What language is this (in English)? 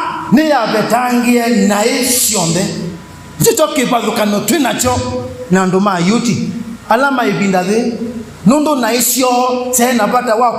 Kamba